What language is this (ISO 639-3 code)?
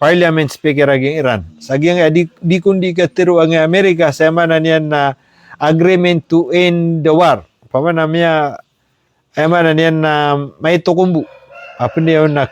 mrw